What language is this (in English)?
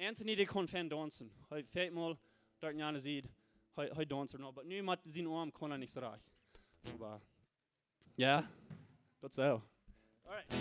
Plautdietsch